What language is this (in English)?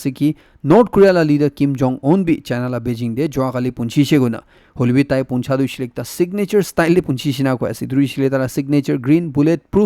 Naga Pidgin